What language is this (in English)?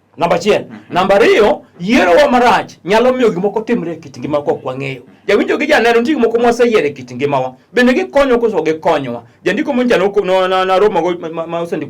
Luo (Kenya and Tanzania)